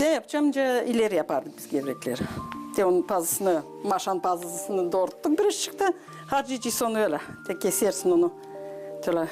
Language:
Gagauz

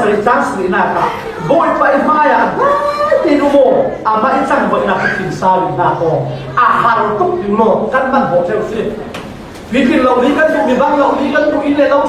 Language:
Falam Chin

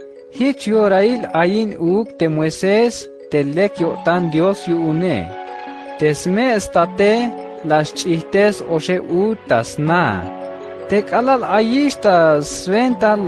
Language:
Tzeltal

